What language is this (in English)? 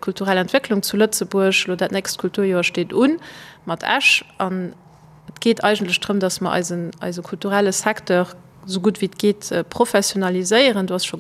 Luxembourgish